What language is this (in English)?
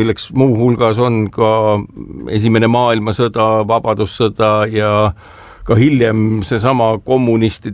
Estonian